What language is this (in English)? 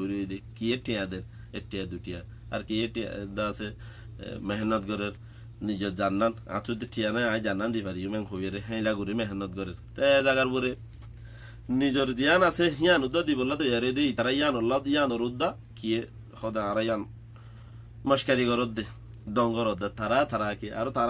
Rohingya